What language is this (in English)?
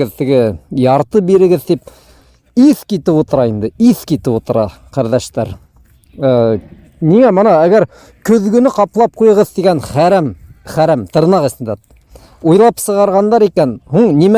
Bashkir